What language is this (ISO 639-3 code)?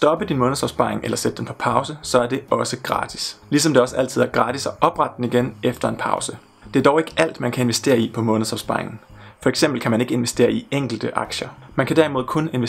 dan